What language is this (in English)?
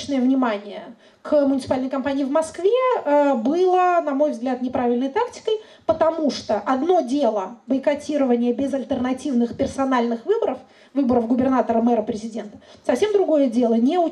Russian